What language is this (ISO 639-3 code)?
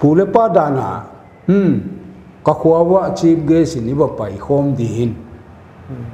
pck